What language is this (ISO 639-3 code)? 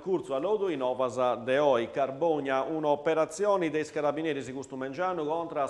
srd